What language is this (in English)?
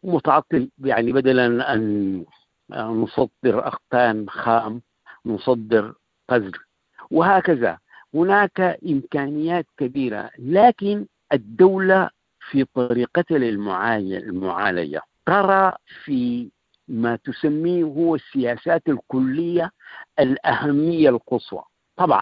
Sudanese Arabic